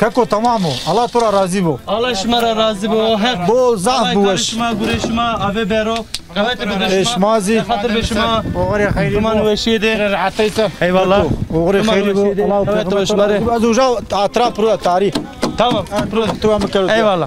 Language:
Zaza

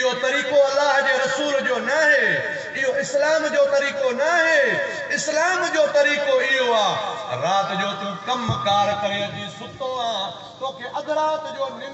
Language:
Sindhi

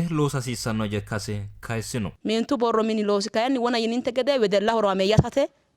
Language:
Sidamo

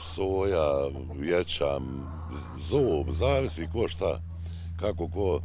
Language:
Bosnian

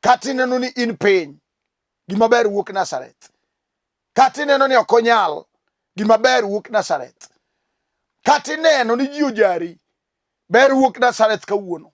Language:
Luo (Kenya and Tanzania)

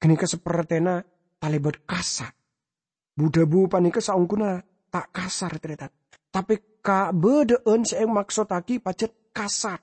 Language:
Madurese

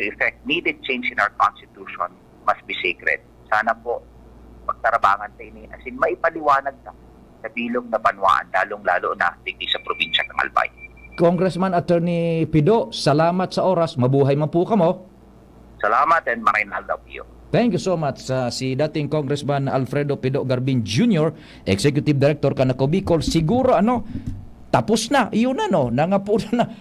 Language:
Bikol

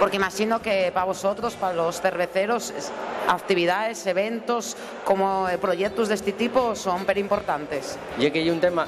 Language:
Asturian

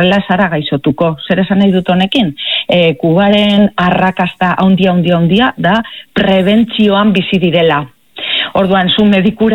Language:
Basque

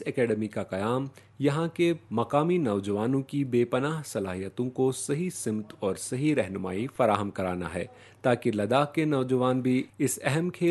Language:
Urdu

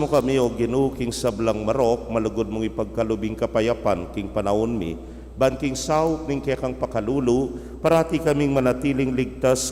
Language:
Pampanga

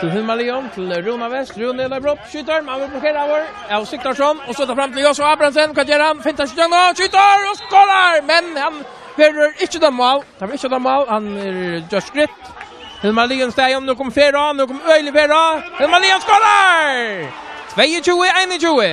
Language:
Faroese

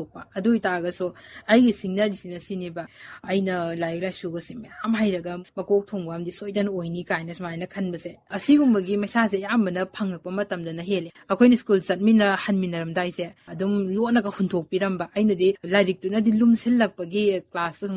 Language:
Manipuri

